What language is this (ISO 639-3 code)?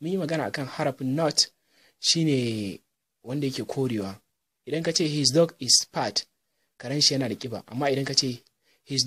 hau